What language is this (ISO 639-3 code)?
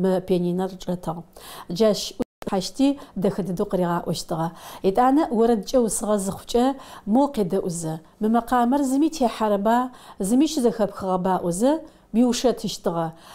ady